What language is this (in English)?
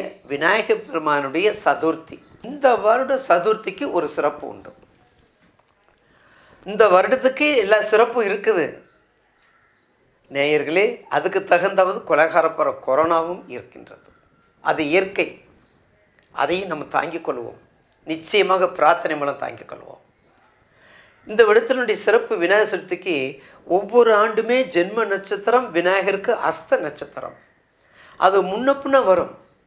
Tamil